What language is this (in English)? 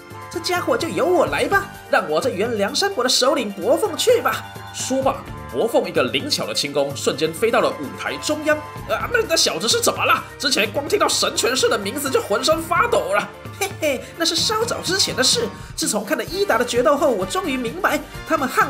Chinese